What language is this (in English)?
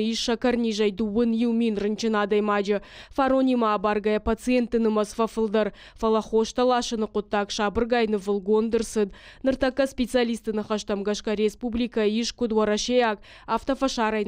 Ossetic